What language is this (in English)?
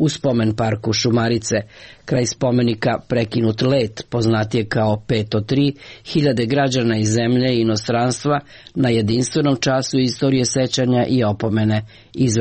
Serbian